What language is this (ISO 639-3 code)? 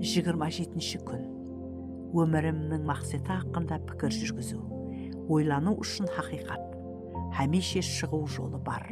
kaa